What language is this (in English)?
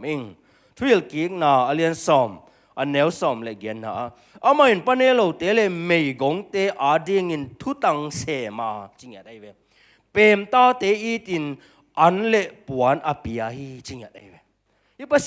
Tedim Chin